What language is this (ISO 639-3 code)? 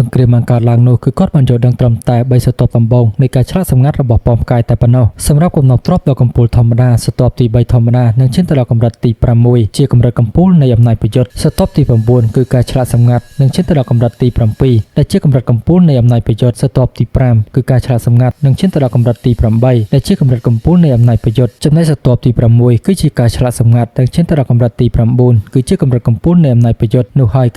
khm